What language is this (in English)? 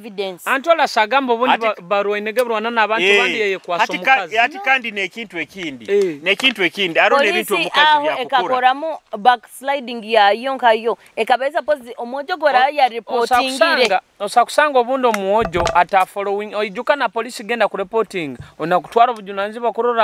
Nyoro